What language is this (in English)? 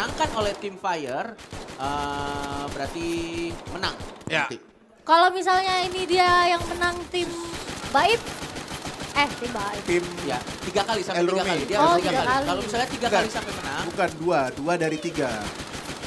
Indonesian